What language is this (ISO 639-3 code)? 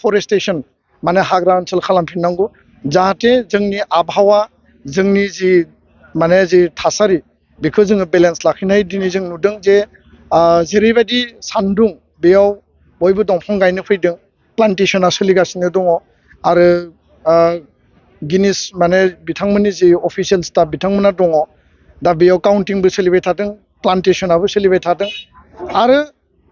brx